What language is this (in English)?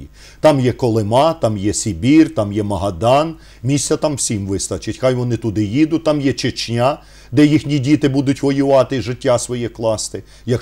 Ukrainian